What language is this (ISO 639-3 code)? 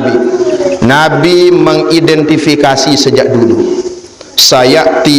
sas